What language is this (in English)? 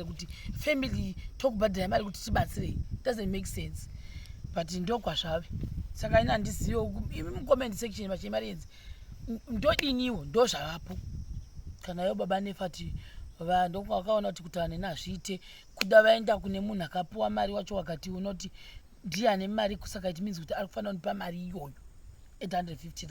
Shona